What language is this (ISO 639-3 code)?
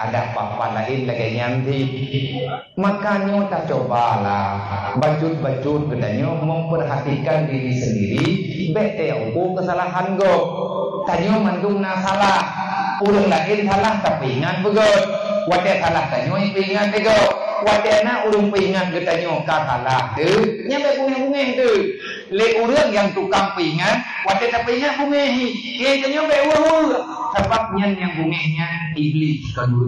ace